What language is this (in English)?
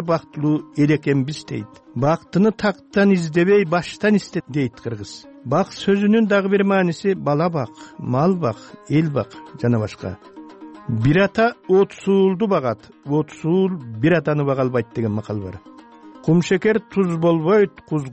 Kyrgyz